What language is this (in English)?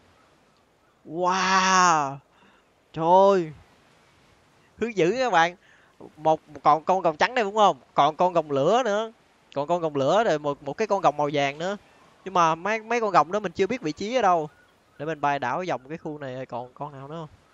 Vietnamese